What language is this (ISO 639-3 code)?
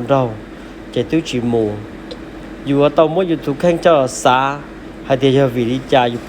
hmn